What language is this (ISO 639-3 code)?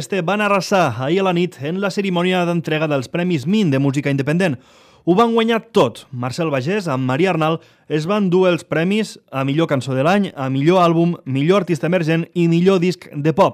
cat